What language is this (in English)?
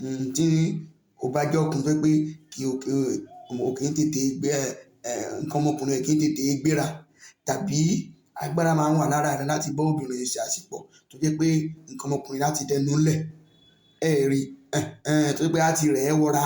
Yoruba